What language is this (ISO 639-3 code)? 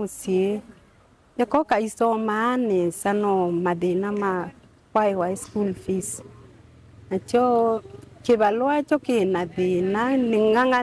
kam